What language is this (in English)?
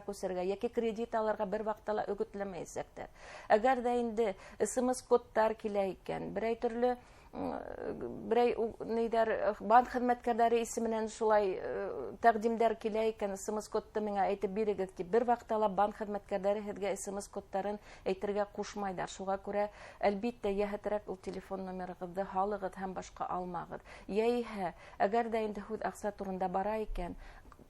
Bashkir